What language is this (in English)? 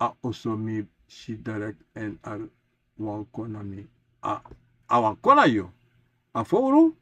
Sranan Tongo